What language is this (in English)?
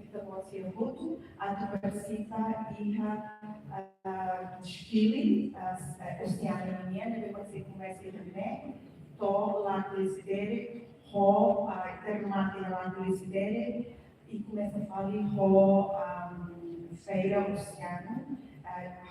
Tetum